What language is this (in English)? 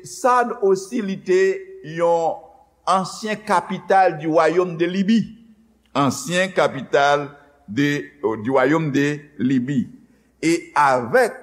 Haitian Creole